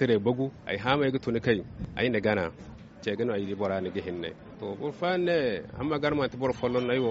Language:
Zarma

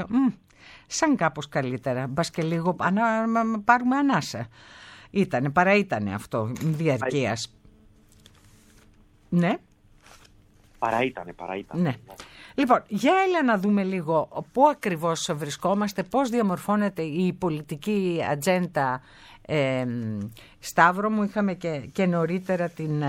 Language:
Greek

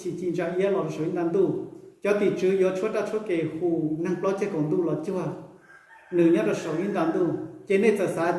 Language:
Hmong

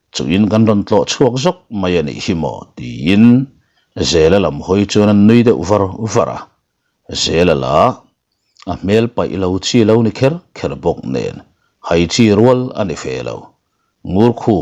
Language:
Mizo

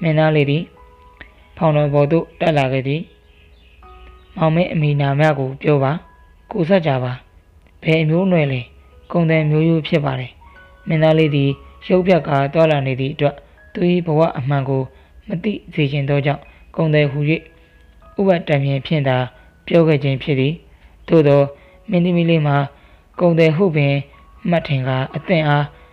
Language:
Burmese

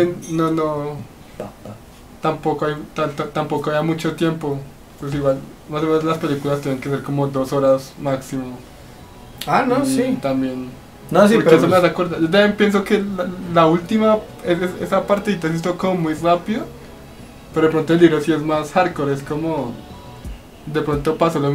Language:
Spanish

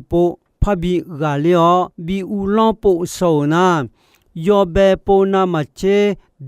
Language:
Akha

